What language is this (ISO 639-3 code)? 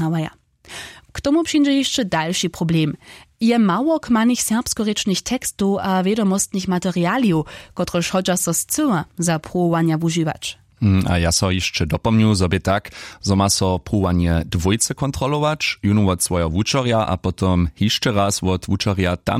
hsb